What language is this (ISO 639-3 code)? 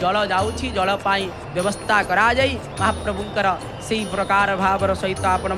ori